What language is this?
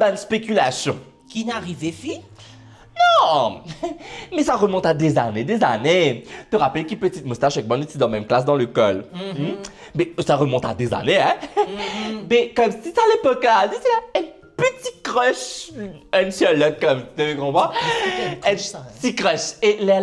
Morisyen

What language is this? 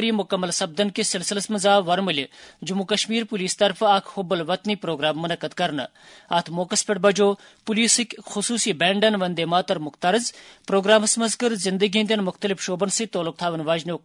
Kashmiri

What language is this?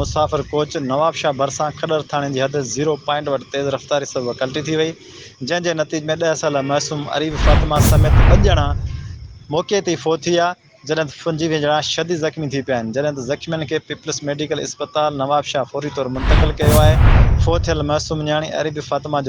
Sindhi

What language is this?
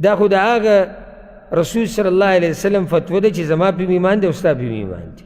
Pashto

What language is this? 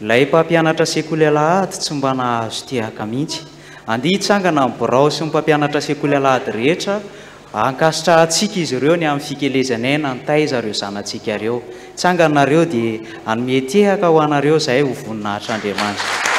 Malagasy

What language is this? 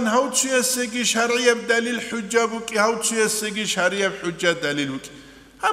Avaric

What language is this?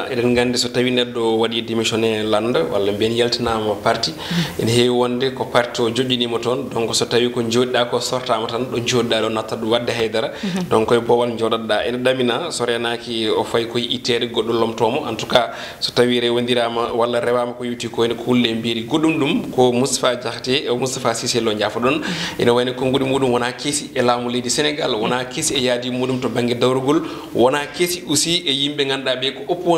Fula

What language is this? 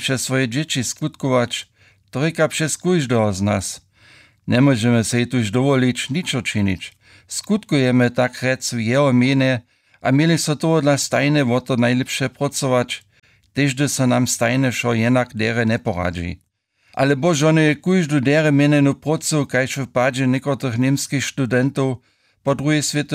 Upper Sorbian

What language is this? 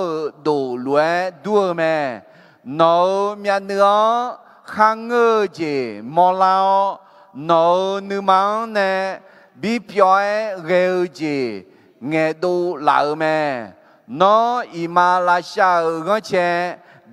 Akha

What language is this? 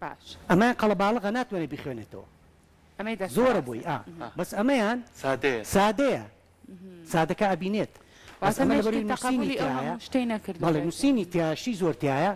Central Kurdish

